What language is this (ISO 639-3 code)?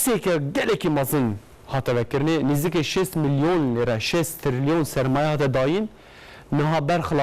kur